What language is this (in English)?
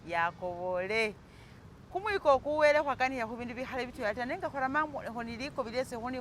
Masaaba